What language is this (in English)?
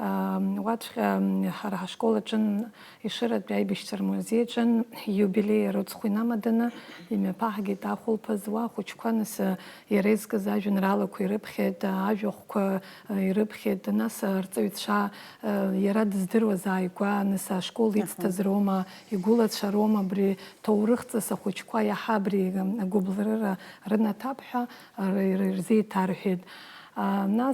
Abkhazian